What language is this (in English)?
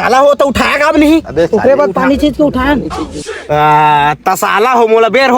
Chhattisgarhi